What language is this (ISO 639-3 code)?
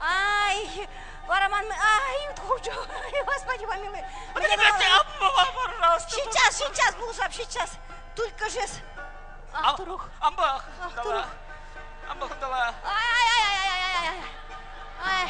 chv